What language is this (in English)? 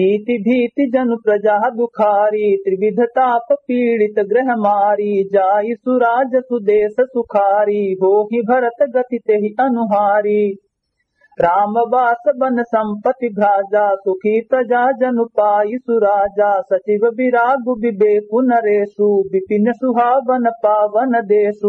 Awadhi